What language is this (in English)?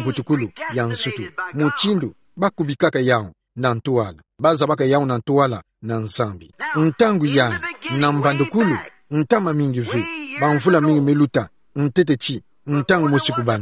Kituba (Democratic Republic of Congo)